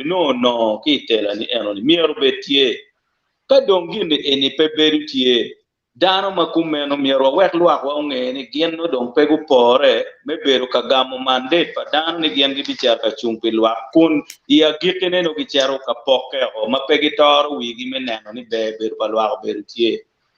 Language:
Acoli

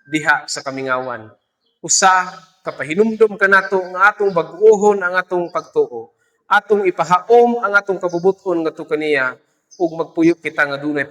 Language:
Cebuano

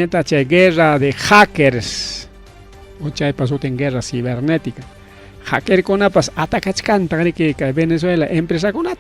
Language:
Ayacucho Quechua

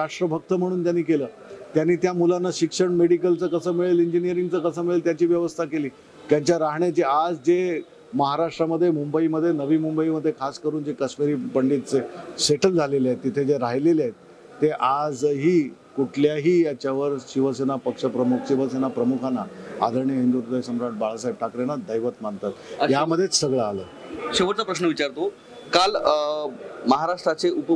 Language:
Marathi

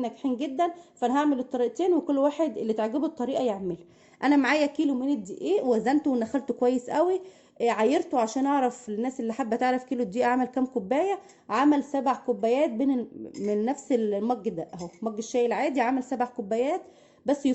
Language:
Egyptian Arabic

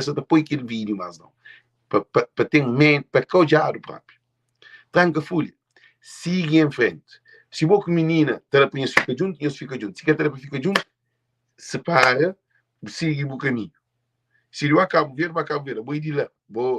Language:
Kabuverdianu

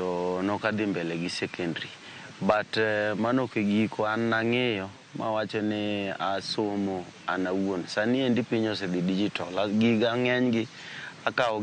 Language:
Luo (Kenya and Tanzania)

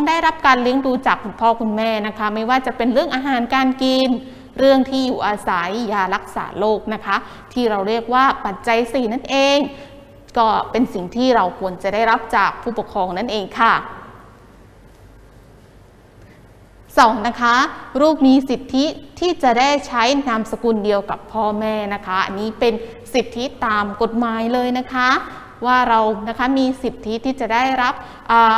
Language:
Thai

